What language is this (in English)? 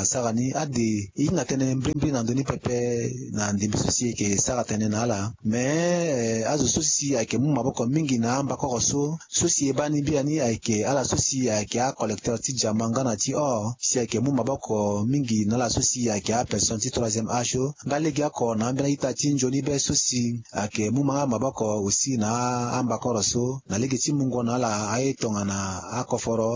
Sango